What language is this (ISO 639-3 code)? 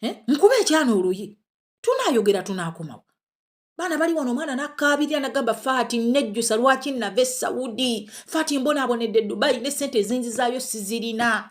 lug